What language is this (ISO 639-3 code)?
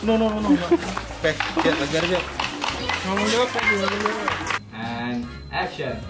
mui